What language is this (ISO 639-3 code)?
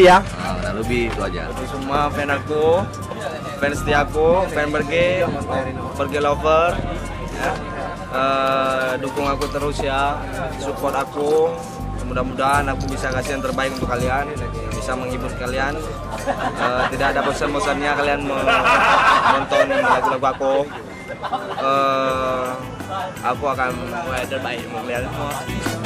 ind